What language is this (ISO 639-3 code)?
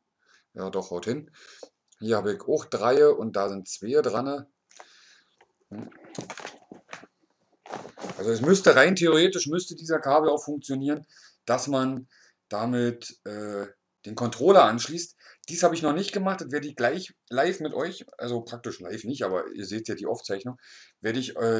deu